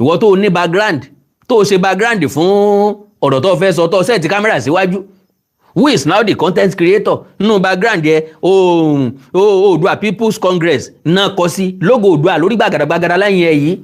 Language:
Yoruba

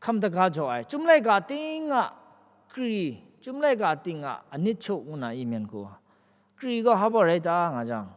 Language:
Kachin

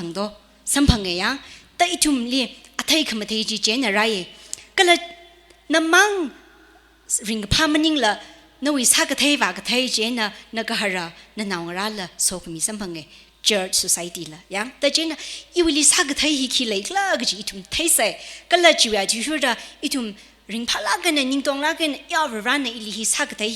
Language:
Tangkhul Naga (India)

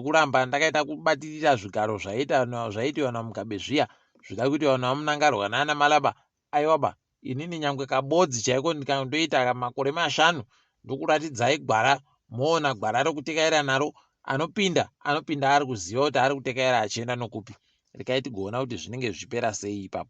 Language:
Ndau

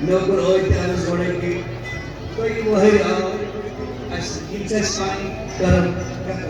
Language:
Kashmiri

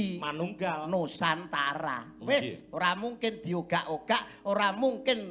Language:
Javanese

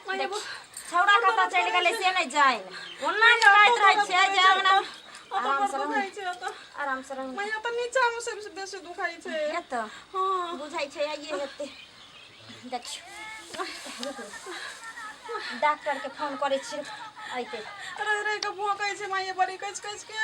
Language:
Maithili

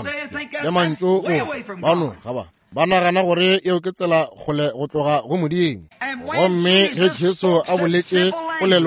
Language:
Northern Sotho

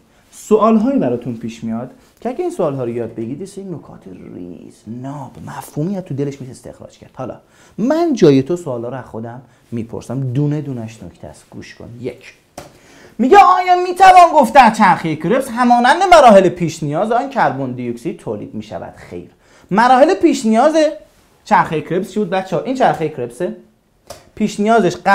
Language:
Persian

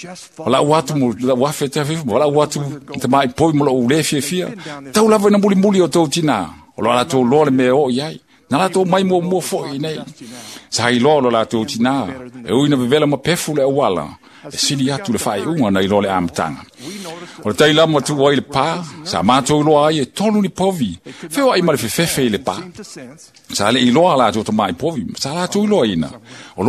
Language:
Samoan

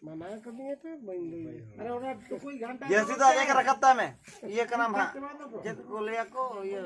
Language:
Santali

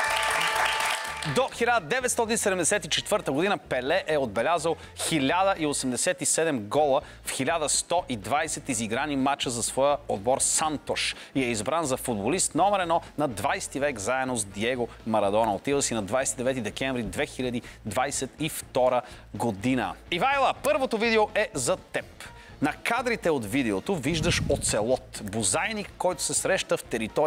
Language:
Bulgarian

